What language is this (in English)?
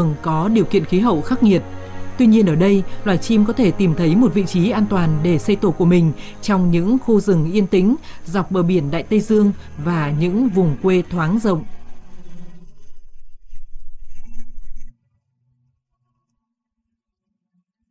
Vietnamese